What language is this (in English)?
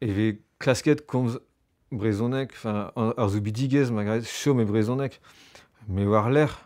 Breton